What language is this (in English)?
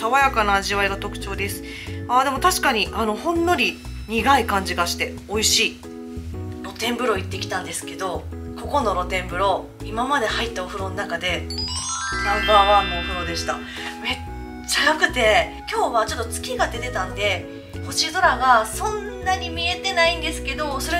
Japanese